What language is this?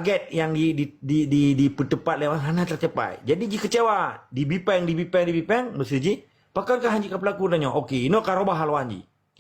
Achinese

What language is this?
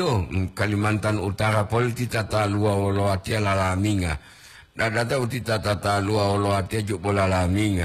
Gorontalo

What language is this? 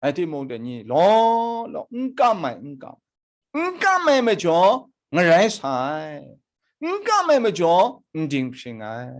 Kachin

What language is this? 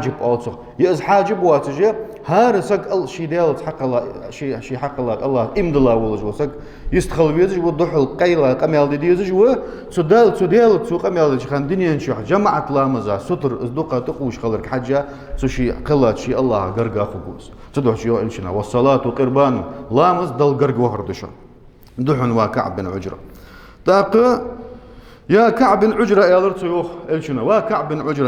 Ingush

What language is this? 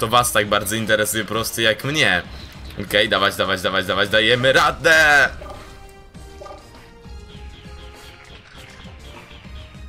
Polish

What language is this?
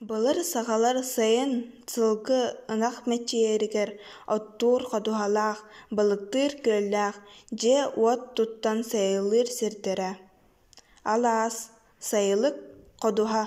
Yakut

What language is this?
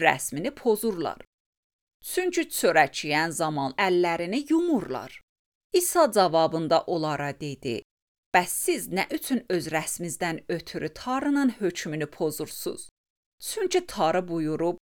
Azerbaijani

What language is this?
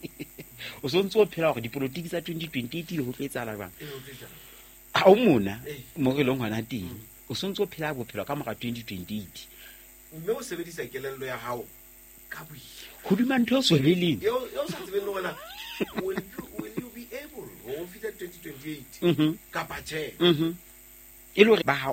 Southern Sotho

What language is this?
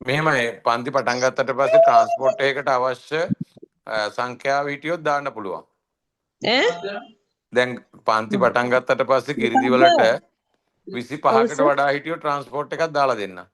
Sinhala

